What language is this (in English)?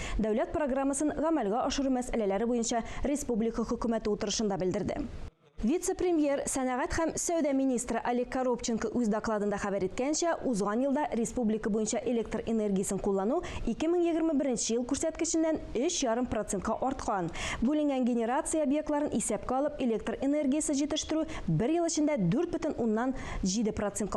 Tatar